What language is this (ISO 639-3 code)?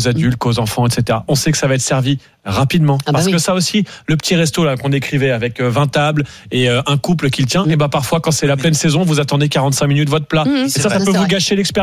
fra